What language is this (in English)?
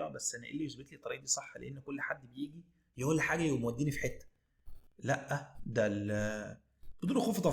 Egyptian Arabic